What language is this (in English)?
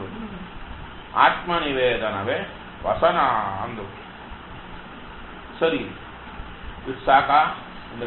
Kannada